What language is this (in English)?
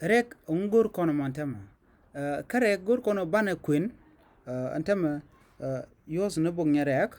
Nuer